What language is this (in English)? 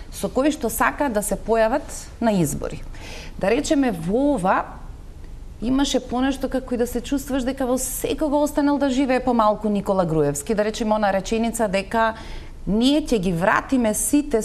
Macedonian